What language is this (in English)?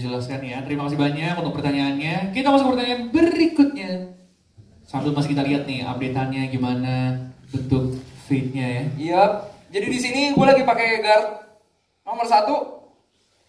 Indonesian